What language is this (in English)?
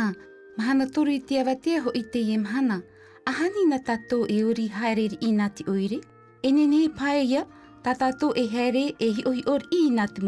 Tahitian